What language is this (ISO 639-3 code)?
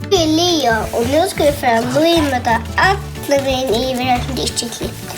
fao